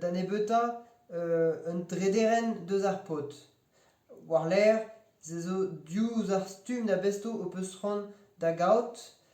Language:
Breton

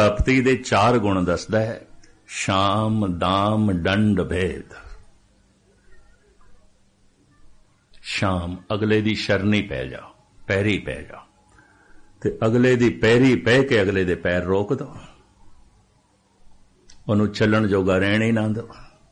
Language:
Punjabi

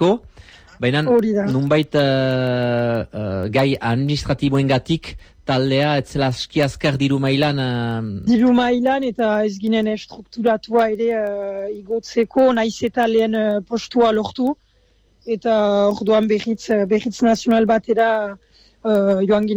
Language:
Basque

